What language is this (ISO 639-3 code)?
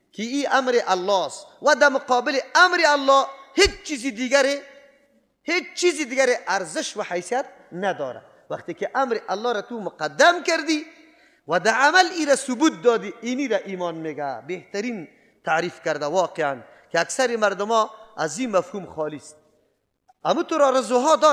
fas